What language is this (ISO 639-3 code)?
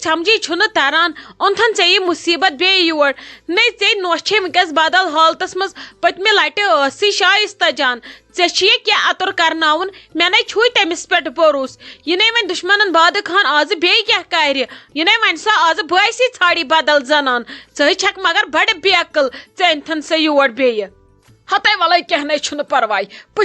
kas